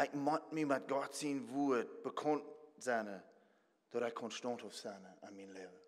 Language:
Plautdietsch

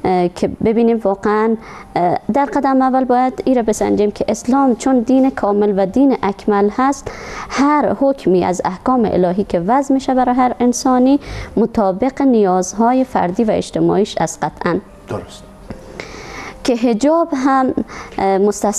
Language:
Persian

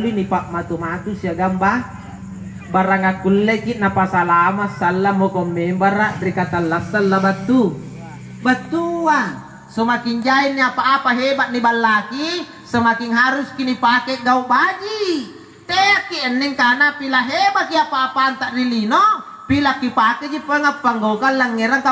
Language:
Makasar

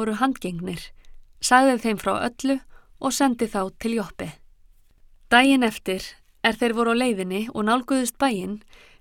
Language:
Icelandic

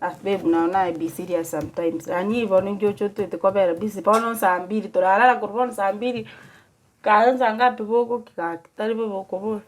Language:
Gusii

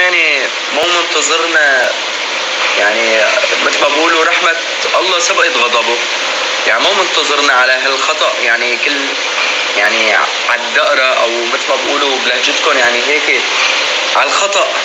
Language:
North Levantine Arabic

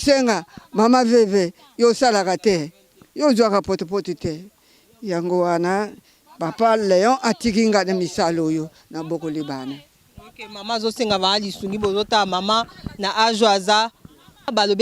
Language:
Lingala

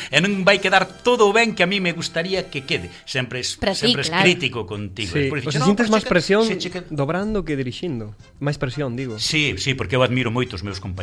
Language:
Galician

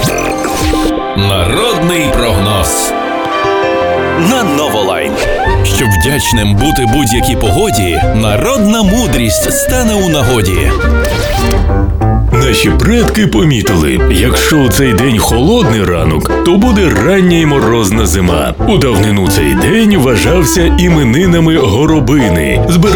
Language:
Ukrainian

